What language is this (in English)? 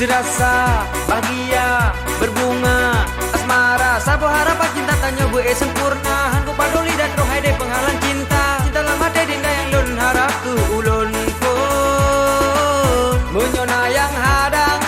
Achinese